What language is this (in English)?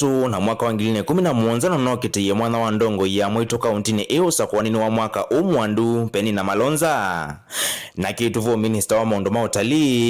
Kamba